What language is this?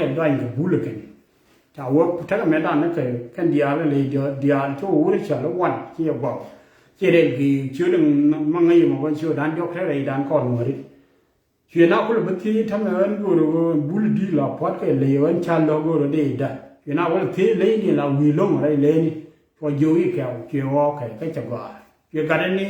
Nuer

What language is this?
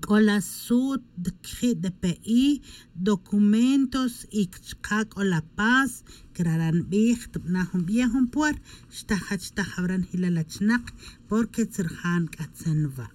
Tz'utujil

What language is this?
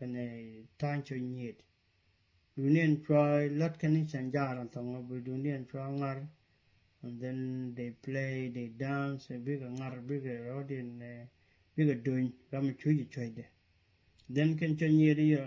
Nuer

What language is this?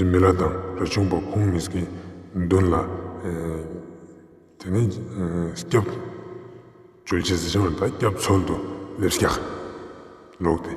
Ladakhi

